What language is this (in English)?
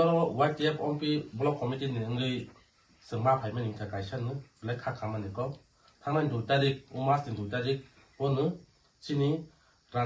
Kok Borok